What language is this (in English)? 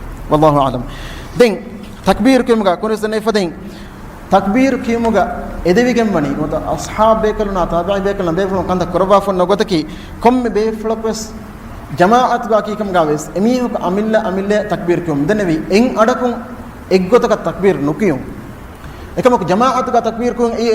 Divehi